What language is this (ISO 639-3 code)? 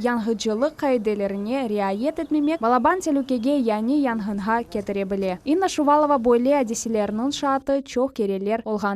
crh